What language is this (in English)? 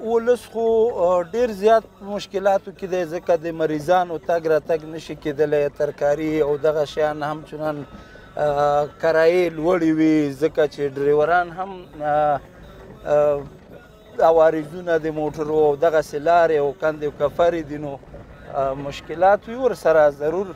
Pashto